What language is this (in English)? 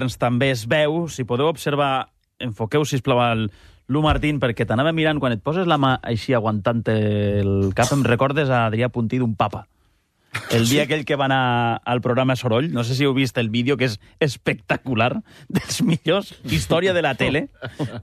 Catalan